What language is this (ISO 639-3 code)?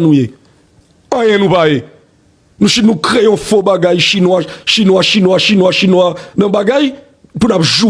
hat